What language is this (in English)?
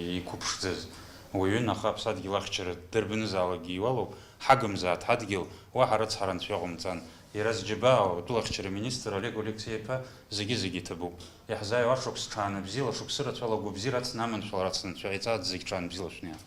Abkhazian